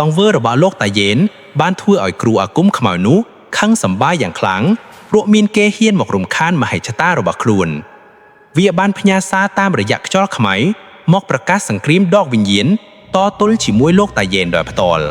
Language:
Khmer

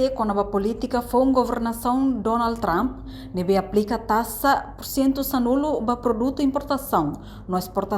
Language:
Tetum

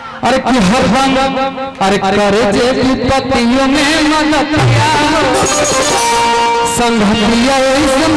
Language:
Bhojpuri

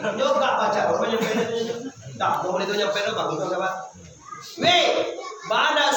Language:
Minangkabau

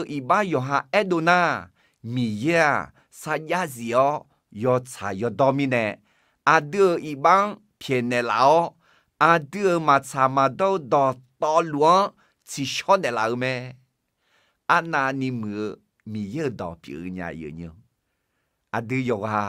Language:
Akha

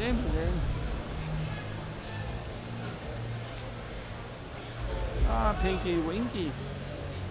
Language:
Danish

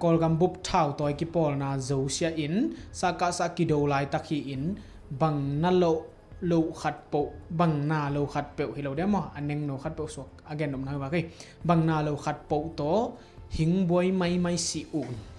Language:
Tedim Chin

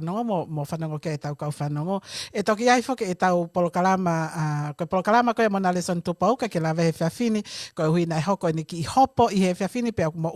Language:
Tongan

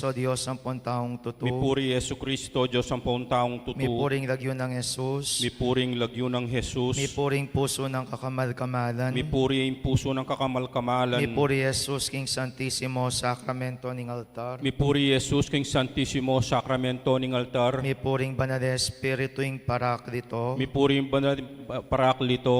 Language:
Pampanga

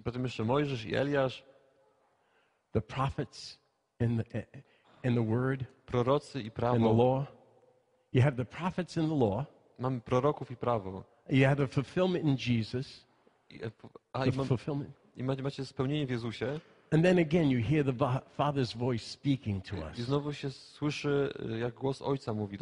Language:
Polish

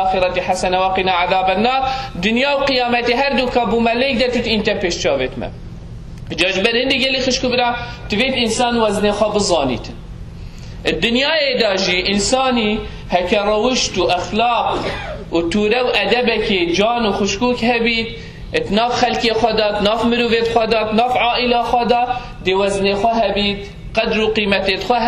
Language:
Kurdish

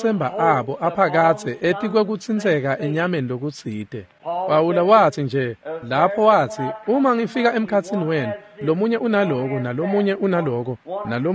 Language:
Swati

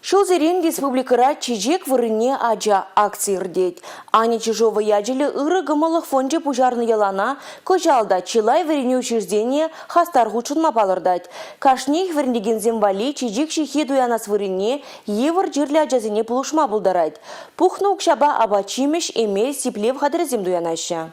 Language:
Chuvash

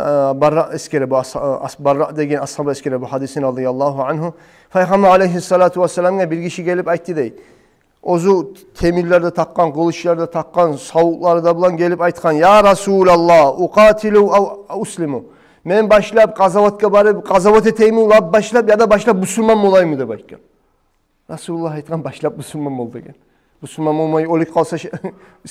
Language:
Kumyk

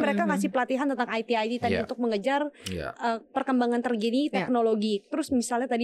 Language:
Indonesian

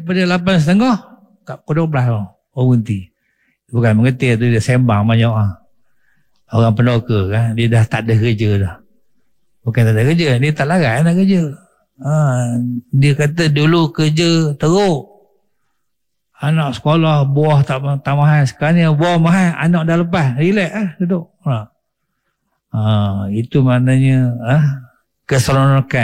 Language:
Malay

